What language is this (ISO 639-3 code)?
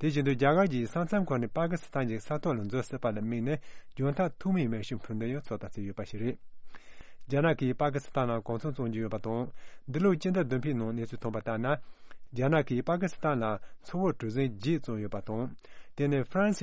bod